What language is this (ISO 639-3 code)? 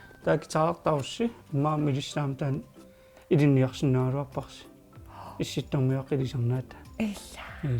kal